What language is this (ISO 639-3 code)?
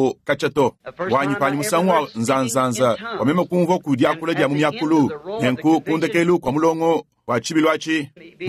lua